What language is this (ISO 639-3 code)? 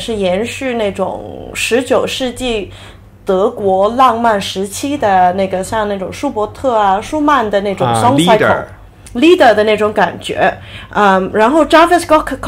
zho